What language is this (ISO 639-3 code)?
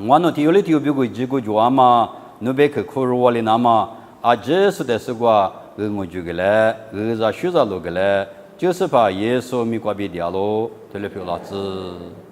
lis